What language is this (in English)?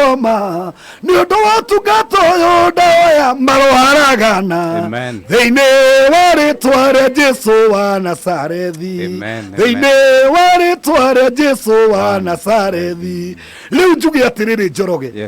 Kikuyu